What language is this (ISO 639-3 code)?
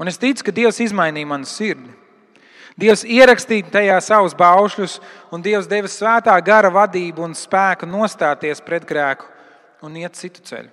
lav